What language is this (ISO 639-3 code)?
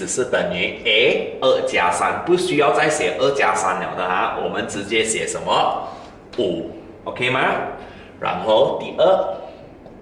zho